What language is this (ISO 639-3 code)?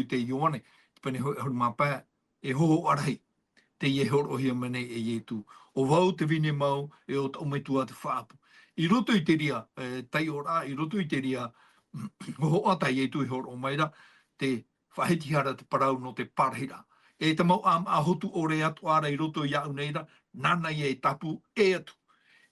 tah